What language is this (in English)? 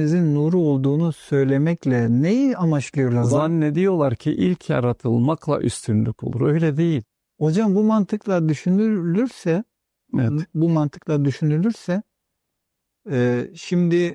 Turkish